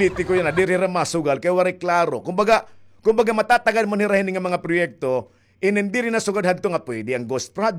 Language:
Waray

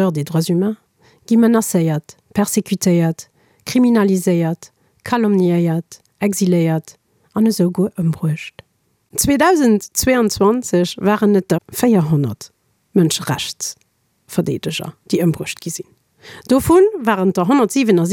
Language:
Luxembourgish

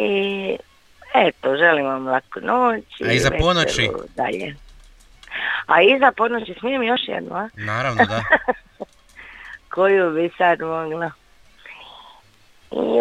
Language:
Croatian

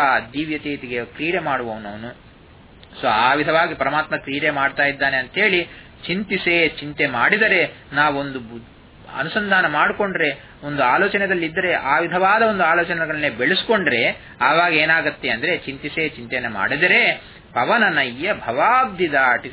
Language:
Kannada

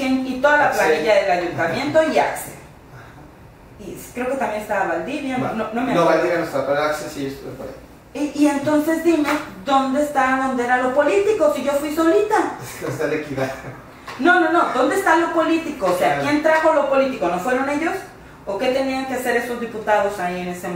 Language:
Spanish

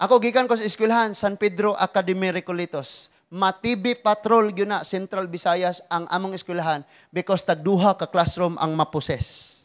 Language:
Cebuano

